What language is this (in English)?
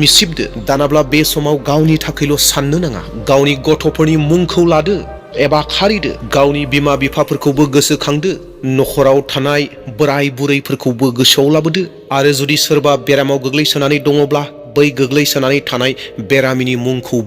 Bodo